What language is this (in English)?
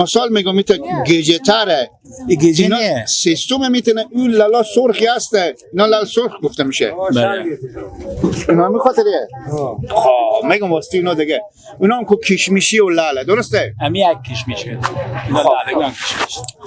Persian